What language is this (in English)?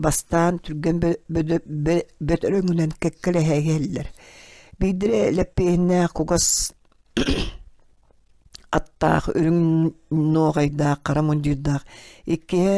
Yakut